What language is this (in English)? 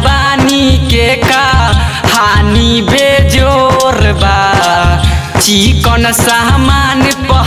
Bhojpuri